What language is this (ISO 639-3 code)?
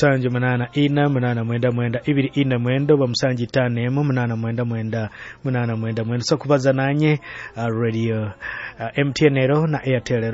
nyo